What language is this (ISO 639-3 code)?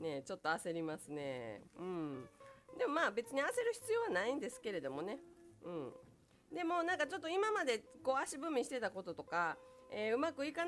jpn